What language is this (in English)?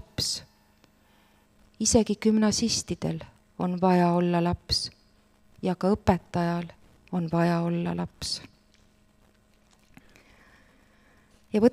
Estonian